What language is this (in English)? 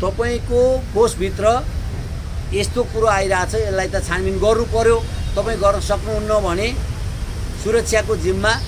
Nepali